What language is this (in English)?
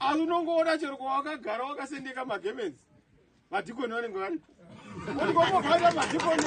Shona